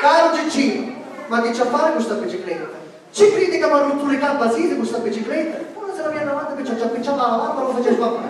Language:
Sicilian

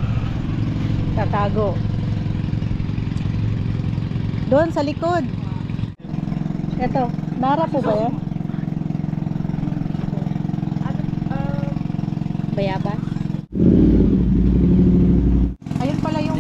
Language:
Filipino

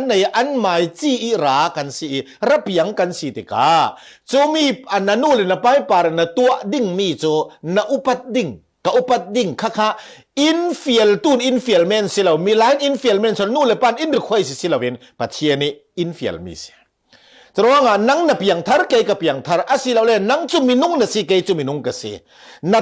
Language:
Falam Chin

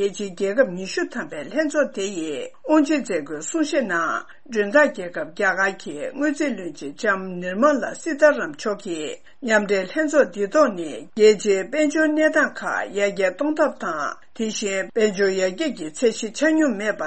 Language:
Tibetan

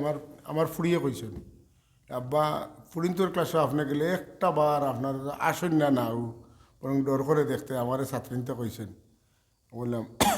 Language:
Sylheti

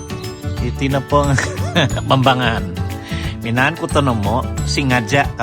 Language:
Central Dusun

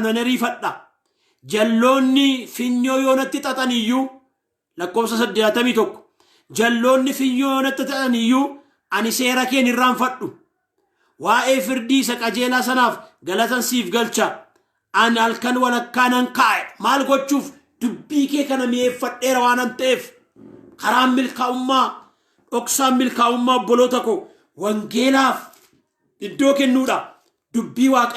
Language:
Oromo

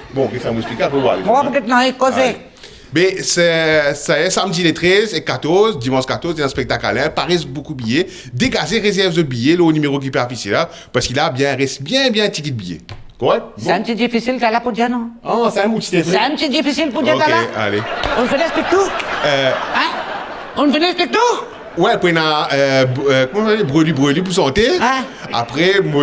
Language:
Morisyen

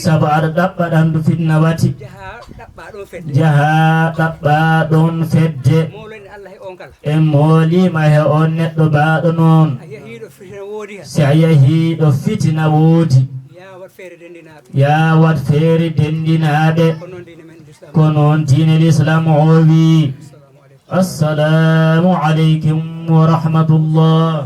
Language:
Fula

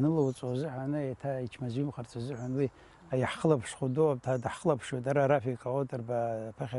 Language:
Abkhazian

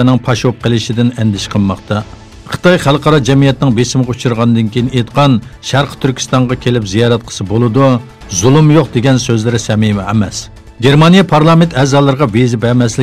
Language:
Uyghur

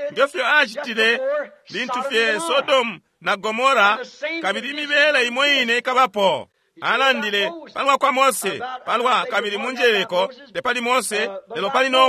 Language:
Bemba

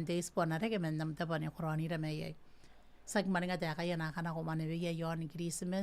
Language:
Gilbertese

